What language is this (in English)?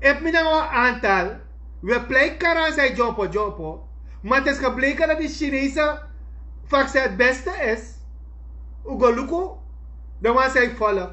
Sranan Tongo